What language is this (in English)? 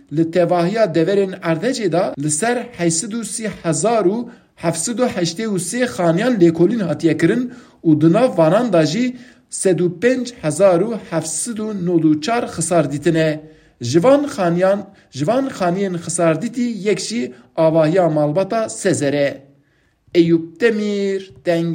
Kurdish